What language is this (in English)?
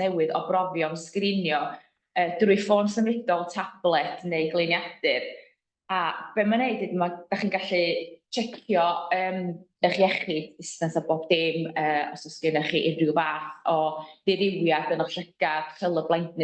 Welsh